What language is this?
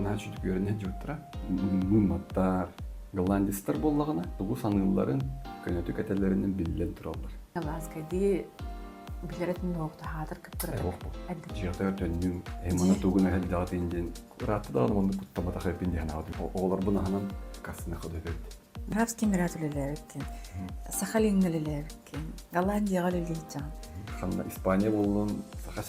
Yakut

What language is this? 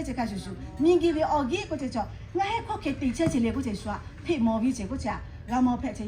Lahu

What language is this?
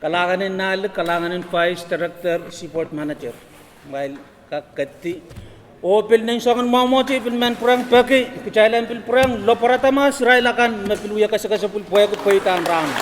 Pohnpeian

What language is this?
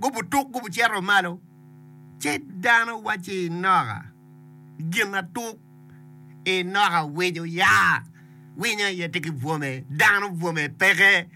Acoli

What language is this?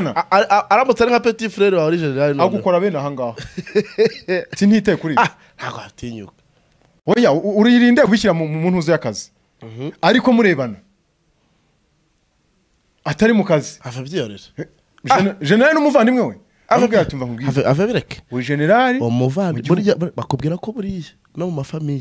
Kinyarwanda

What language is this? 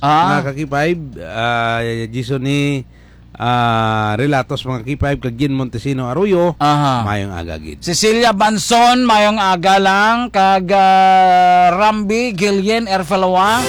Hiligaynon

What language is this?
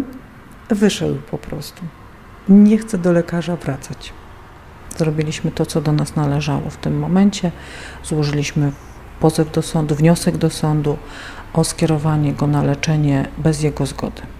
Polish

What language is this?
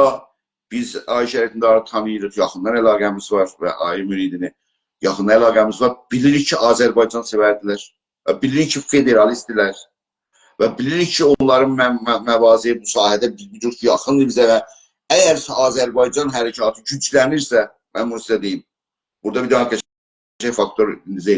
South Azerbaijani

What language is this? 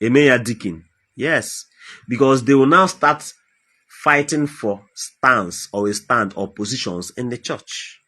Igbo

